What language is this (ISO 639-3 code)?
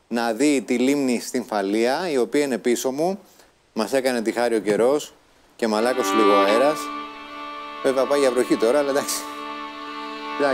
ell